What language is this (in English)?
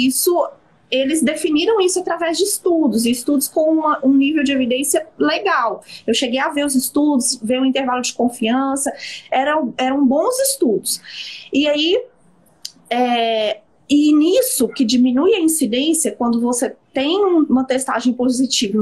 Portuguese